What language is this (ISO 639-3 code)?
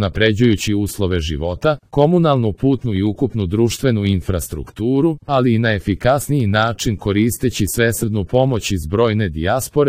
srp